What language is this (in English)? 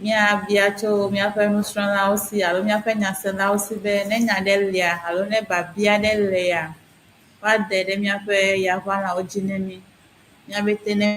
Ewe